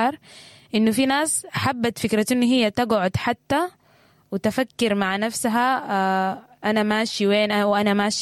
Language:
Sudanese Arabic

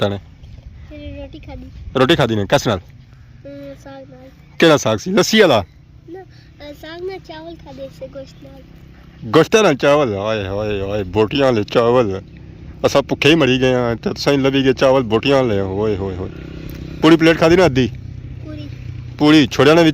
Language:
Pahari-Potwari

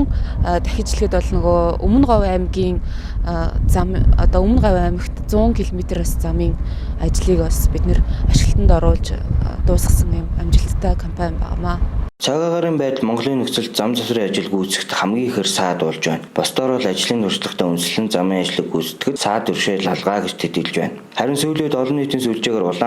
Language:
Mongolian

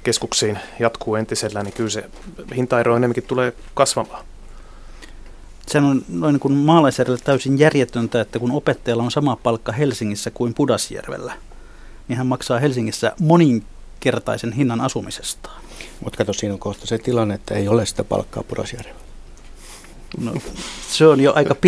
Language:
Finnish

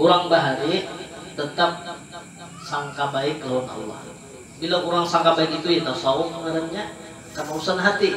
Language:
Banjar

